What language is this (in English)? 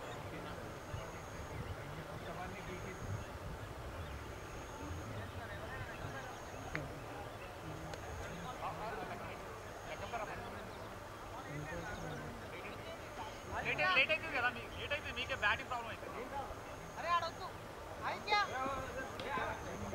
Telugu